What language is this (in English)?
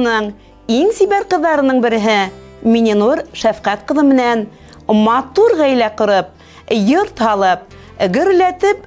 Bashkir